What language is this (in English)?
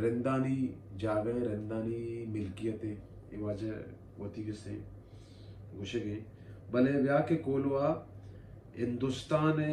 Baluchi